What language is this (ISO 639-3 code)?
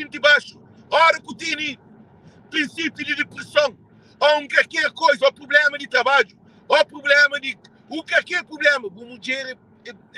kea